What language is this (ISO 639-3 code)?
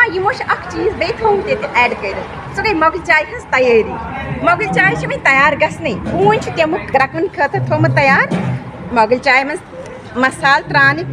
kas